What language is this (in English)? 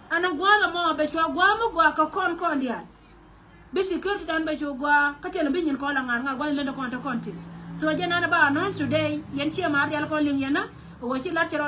Nuer